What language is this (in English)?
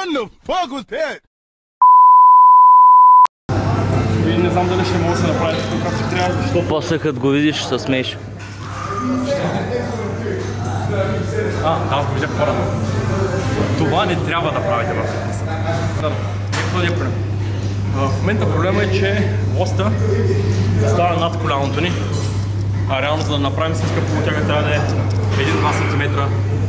Bulgarian